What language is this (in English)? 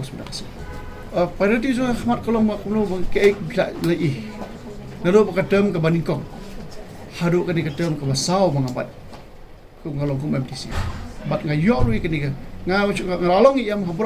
Khasi